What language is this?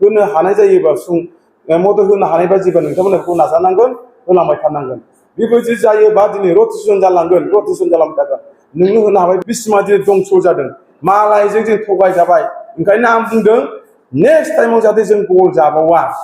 Bodo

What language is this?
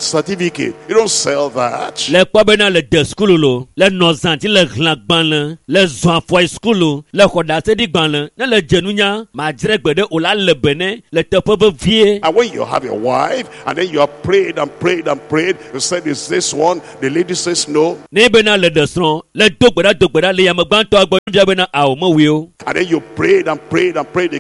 Ewe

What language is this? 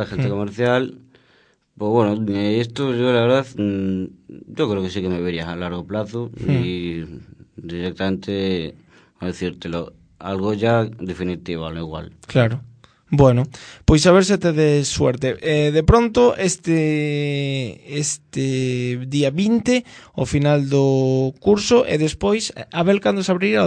Galician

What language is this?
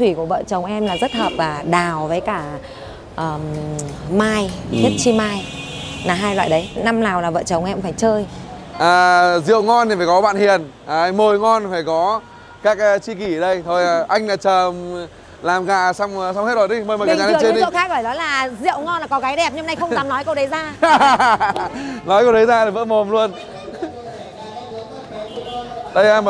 Vietnamese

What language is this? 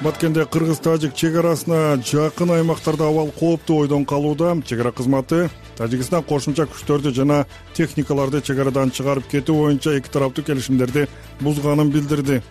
Kyrgyz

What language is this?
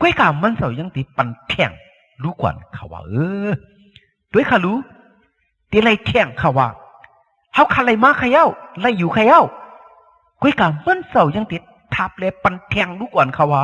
Shan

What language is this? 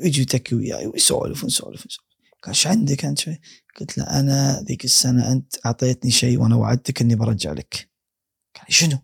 Gulf Arabic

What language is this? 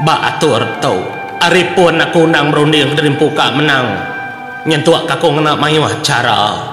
Iban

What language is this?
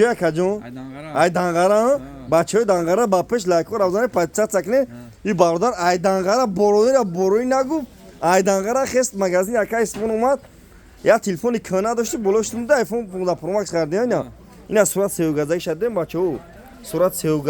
Tajik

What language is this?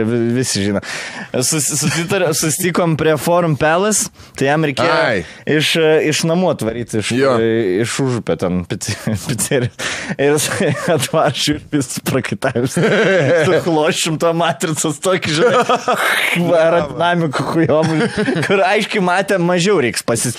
Lithuanian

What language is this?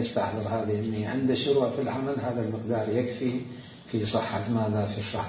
Mesopotamian Arabic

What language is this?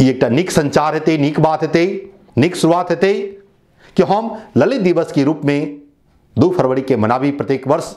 Maithili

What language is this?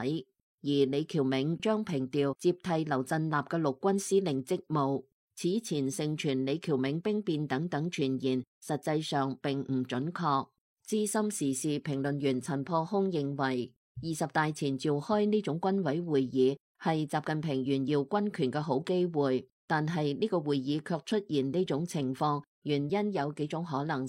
Cantonese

